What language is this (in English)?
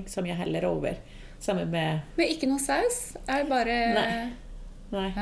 Norwegian